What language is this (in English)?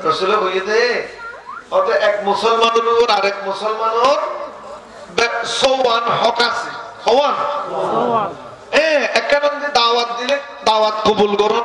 Rohingya